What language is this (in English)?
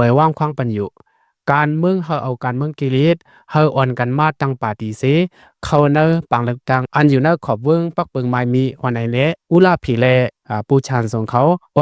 Lao